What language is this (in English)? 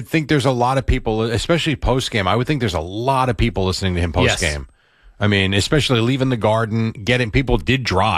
English